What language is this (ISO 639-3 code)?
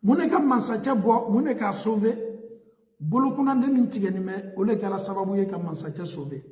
bam